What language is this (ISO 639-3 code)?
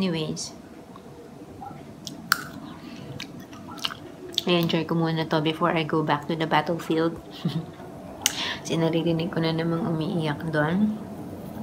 fil